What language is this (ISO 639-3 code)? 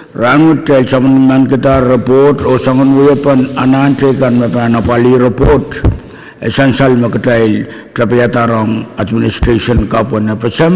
pon